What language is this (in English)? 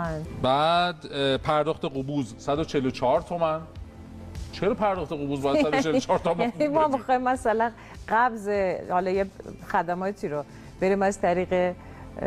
Persian